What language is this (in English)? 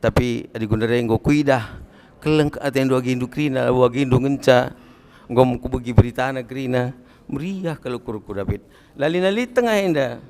Batak Karo